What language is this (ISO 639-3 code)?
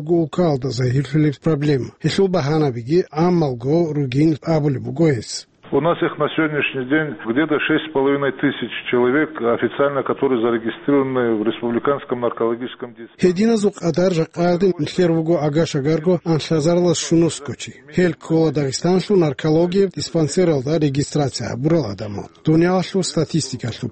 ava